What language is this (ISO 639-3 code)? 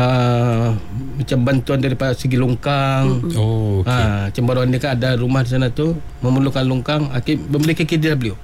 msa